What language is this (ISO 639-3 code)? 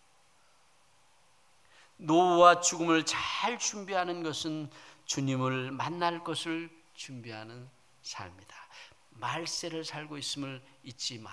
kor